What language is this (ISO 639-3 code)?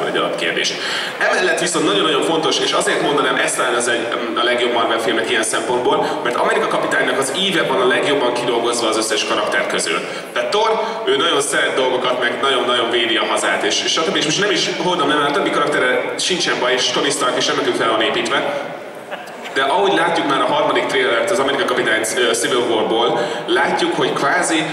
hun